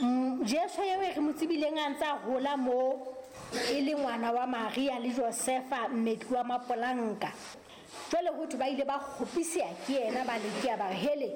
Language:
Southern Sotho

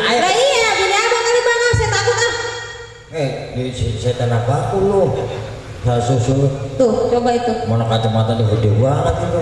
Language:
Betawi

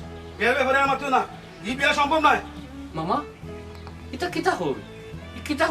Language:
Sylheti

